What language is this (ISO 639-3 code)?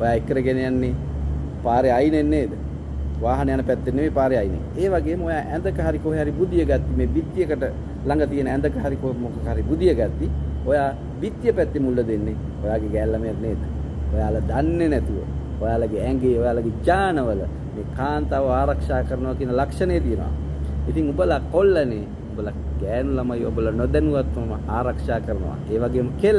sin